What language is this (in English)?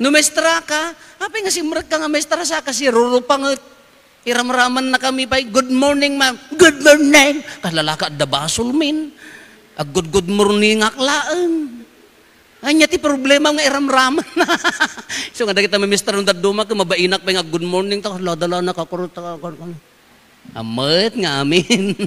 Iloko